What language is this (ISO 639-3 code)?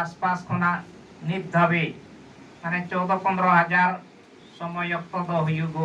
sat